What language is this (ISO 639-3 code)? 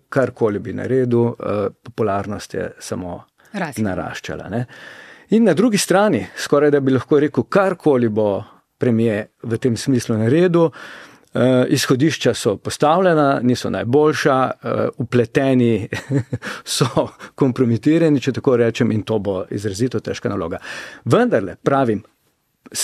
slv